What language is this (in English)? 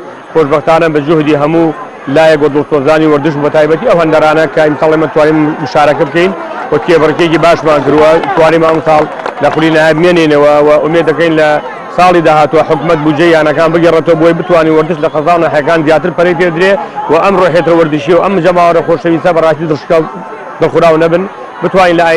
Central Kurdish